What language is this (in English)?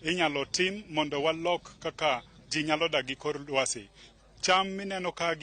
Luo (Kenya and Tanzania)